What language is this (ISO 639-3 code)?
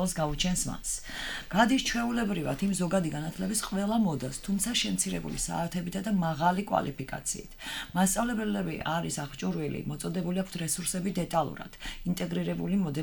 kat